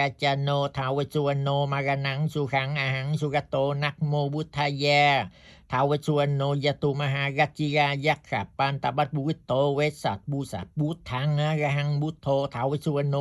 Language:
Pali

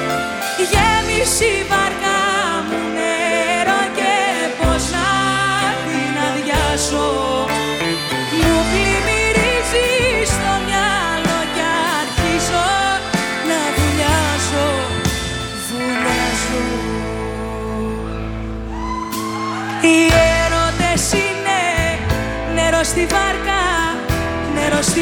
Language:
Greek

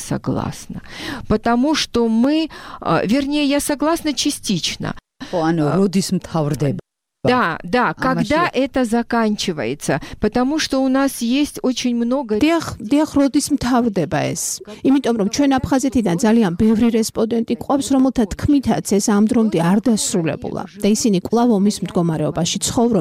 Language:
Georgian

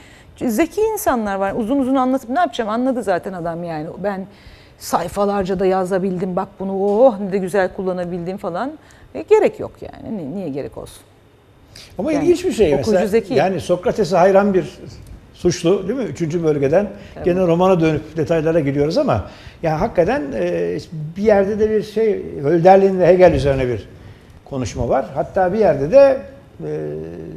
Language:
Turkish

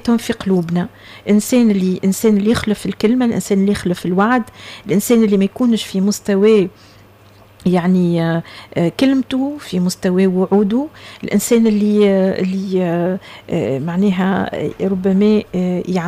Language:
Tunisian Arabic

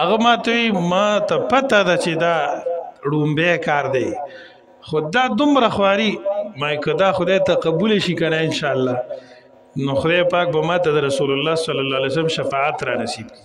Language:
Pashto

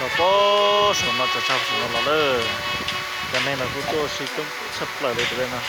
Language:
Hmong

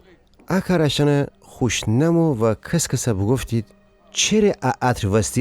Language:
Gilaki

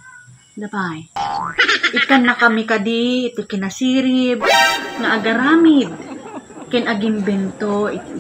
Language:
Iloko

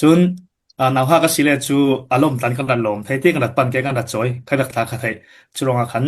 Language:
Falam Chin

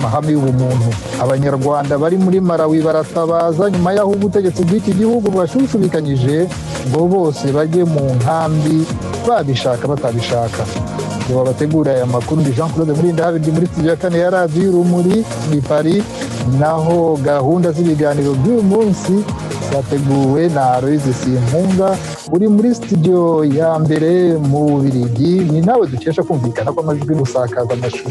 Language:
Kinyarwanda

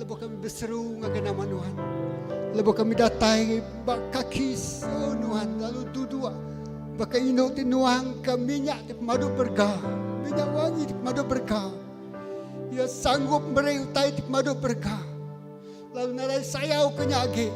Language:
Iban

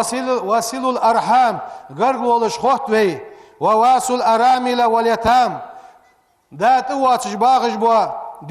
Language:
Ingush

